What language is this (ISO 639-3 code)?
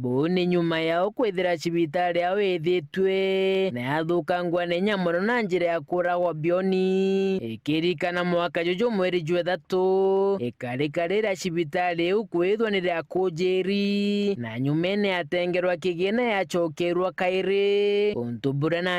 mer